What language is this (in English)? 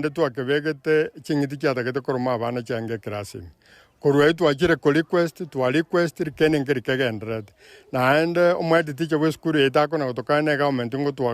Gusii